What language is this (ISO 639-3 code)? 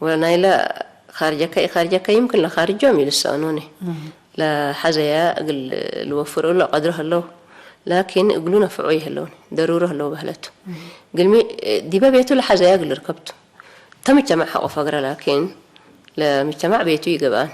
tig